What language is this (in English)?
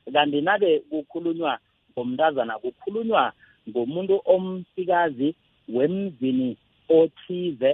South Ndebele